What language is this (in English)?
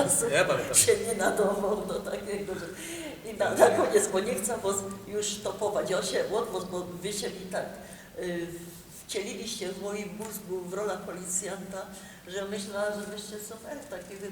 Silesian